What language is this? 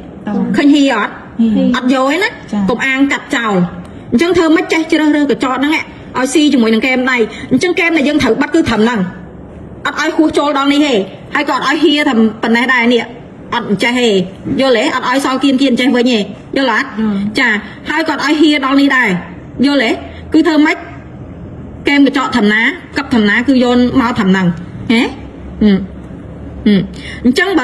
Khmer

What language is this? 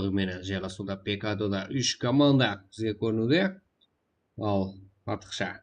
Kara-Kalpak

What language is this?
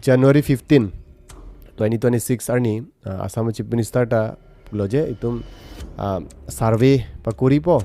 Karbi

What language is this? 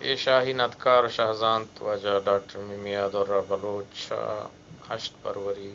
Eastern Balochi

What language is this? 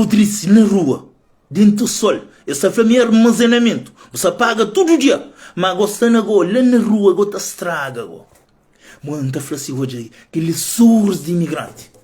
Kabuverdianu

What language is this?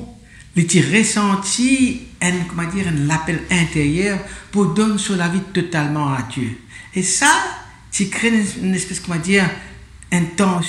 Morisyen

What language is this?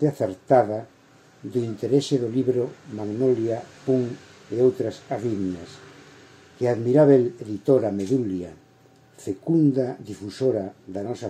Galician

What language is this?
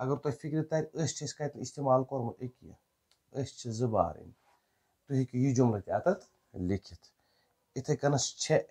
Kashmiri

